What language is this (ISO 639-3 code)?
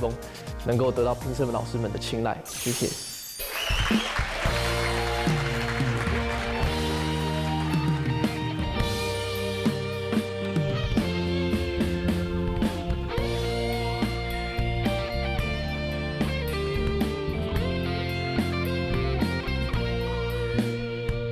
zho